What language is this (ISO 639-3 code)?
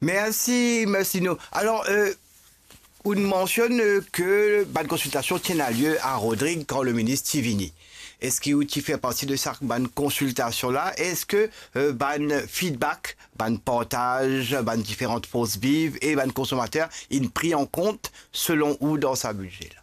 mfe